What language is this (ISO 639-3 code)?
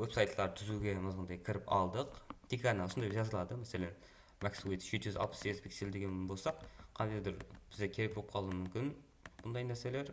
kaa